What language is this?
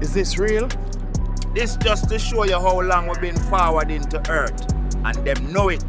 Jamaican Creole English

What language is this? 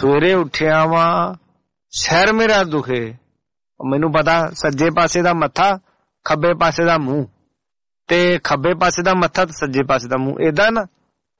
Punjabi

